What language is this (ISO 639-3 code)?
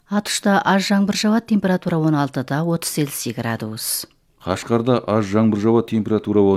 kaz